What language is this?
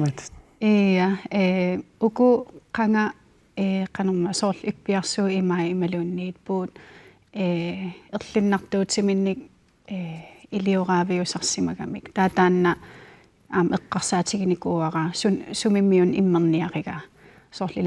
Kalaallisut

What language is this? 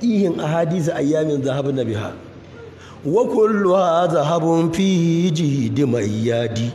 Hausa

